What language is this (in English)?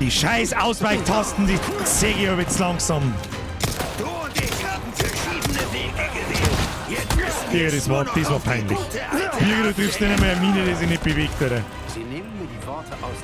Bavarian